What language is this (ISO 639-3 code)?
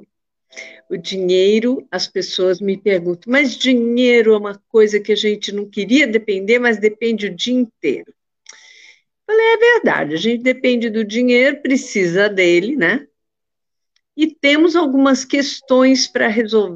por